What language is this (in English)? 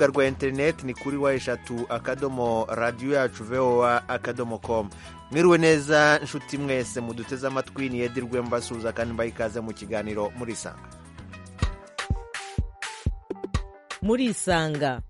Kinyarwanda